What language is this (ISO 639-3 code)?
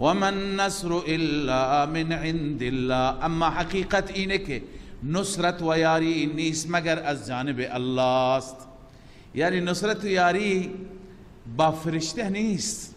fas